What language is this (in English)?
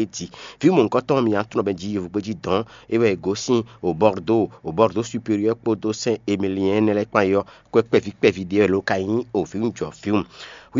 Fon